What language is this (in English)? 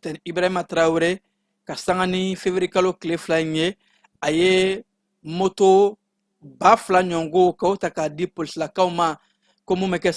Bambara